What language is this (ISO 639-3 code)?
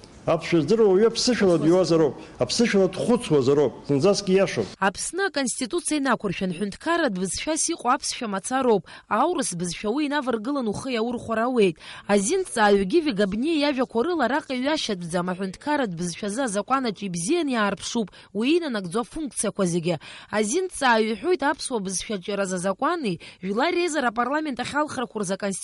abk